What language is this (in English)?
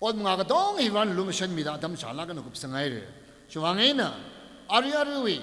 Tangkhul Naga (India)